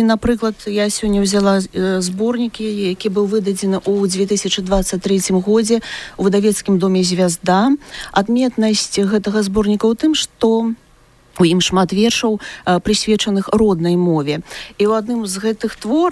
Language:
Belarusian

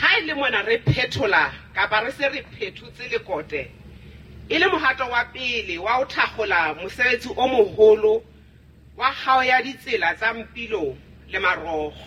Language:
Southern Sotho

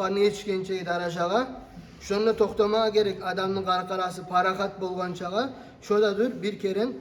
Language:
Kumyk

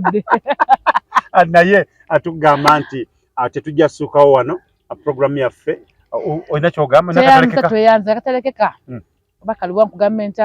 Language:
Ganda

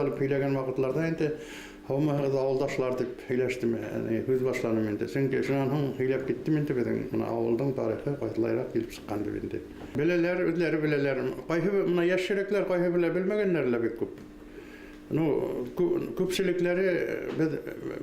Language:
Bashkir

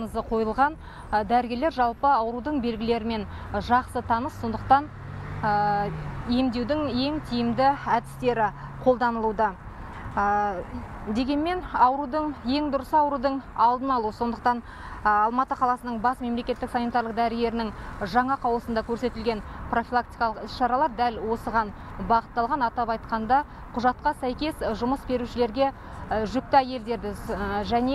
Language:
Kazakh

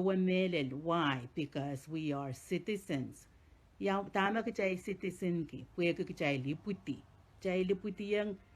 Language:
Pohnpeian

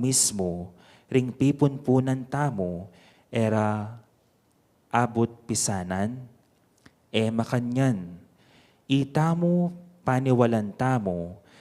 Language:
Pampanga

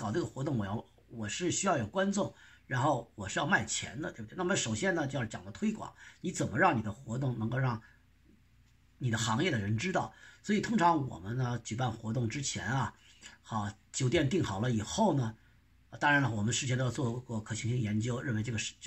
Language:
Chinese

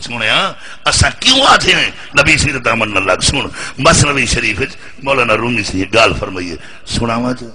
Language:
Saraiki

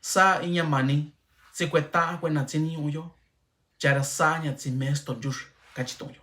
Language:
Mixtepec Mixtec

